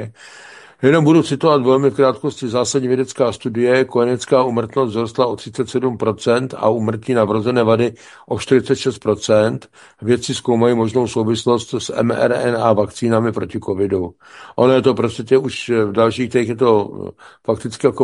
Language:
Czech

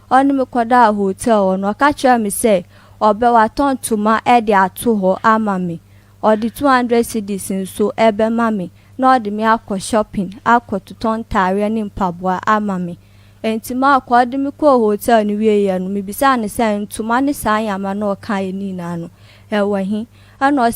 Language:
Akan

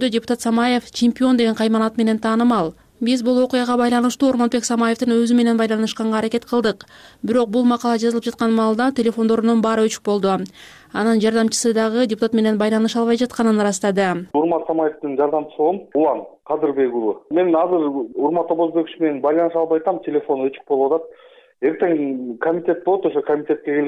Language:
Kyrgyz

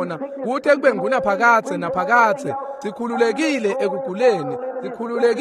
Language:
Swati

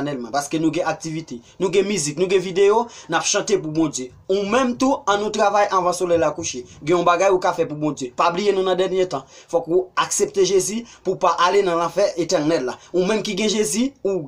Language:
Haitian Creole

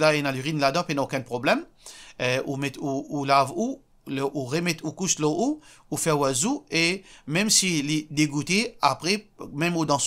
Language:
Morisyen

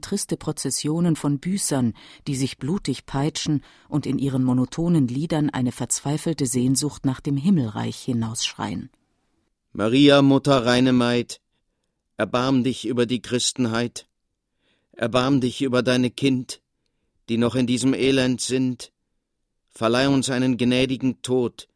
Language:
German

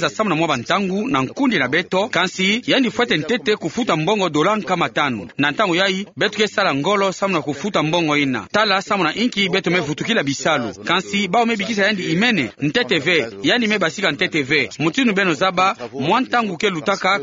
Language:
Kituba (Democratic Republic of Congo)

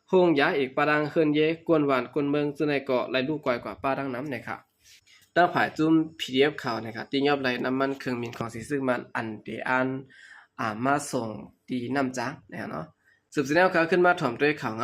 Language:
Shan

